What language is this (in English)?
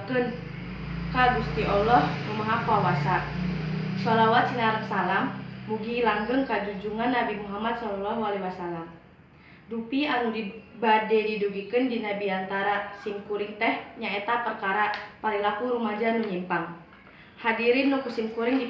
Sundanese